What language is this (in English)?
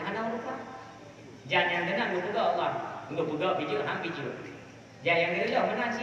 Achinese